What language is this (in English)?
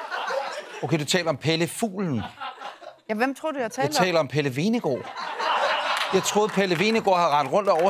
Danish